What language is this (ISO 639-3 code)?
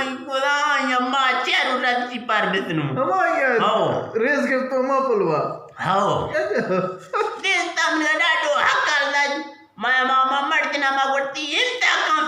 bgp